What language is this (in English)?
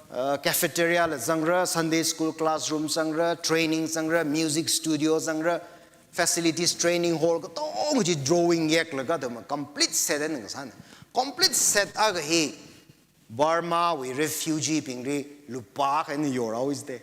Tangkhul Naga (India)